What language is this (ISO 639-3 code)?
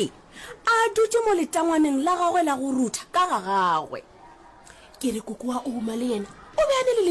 nso